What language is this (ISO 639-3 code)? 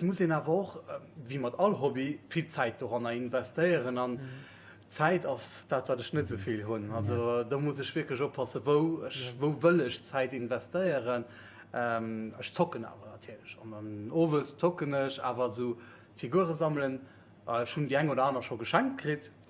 ltz